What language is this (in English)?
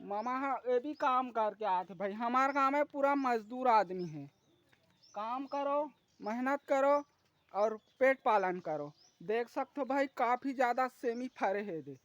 Chhattisgarhi